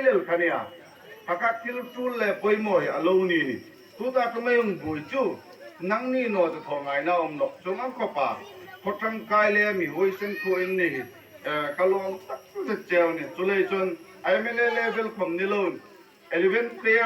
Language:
Hmar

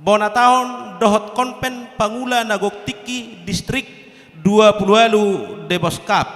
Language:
Batak Toba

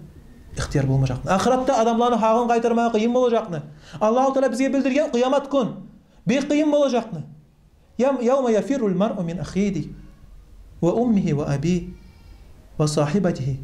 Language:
Kumyk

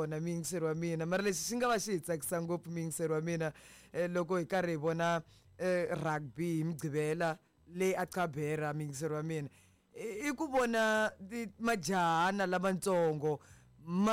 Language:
Tsonga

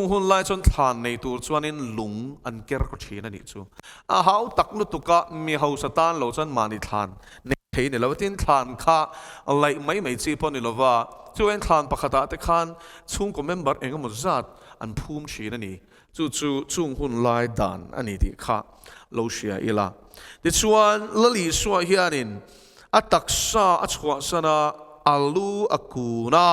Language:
Mizo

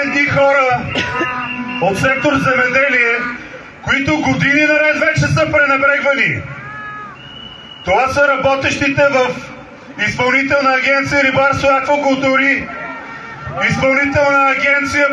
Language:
Bulgarian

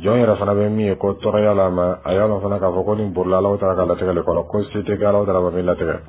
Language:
Dyula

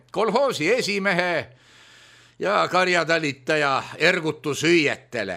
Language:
Estonian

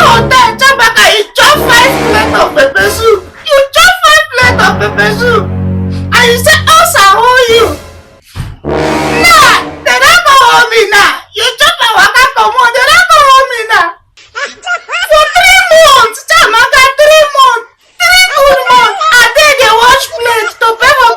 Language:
Nigerian Pidgin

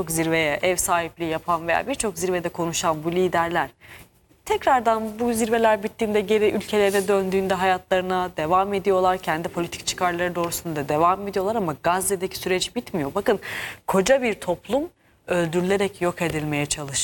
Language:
Turkish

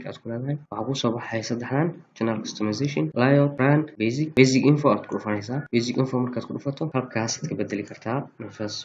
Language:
Somali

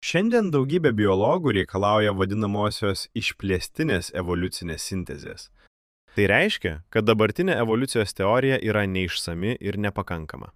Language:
Lithuanian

